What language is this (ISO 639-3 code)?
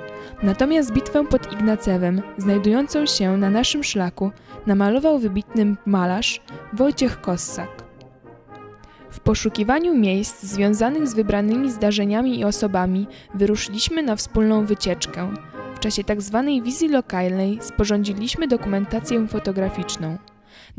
pol